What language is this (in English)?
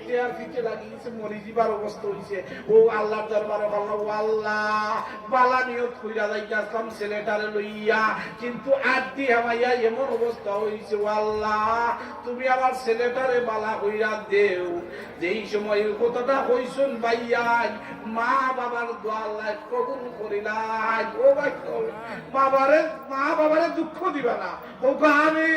Sylheti